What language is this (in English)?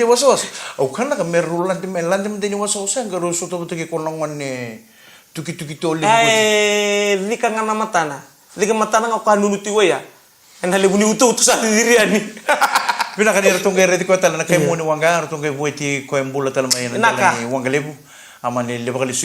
Fijian